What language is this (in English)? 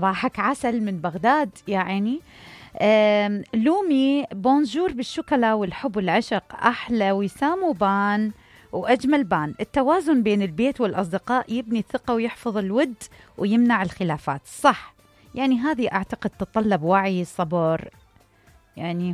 Mesopotamian Arabic